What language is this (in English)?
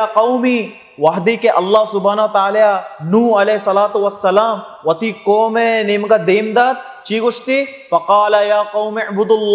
Baluchi